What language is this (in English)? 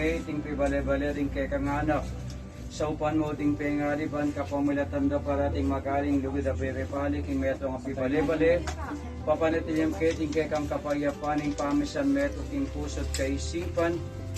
Pampanga